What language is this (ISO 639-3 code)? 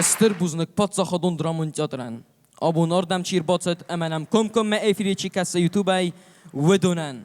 oss